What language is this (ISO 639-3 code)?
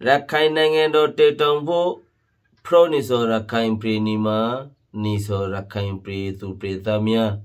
rhg